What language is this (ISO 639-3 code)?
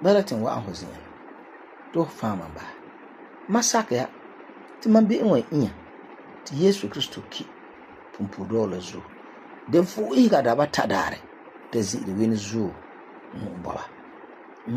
gur